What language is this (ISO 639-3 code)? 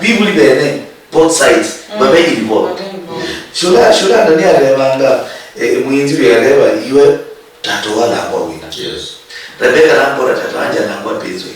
luy